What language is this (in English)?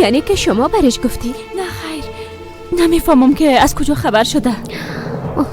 Persian